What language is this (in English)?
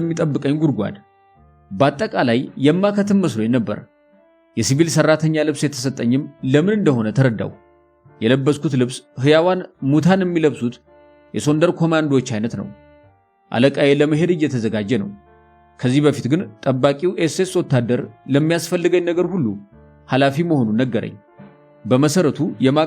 Amharic